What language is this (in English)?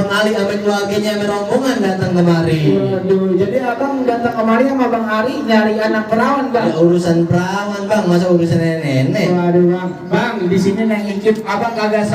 Betawi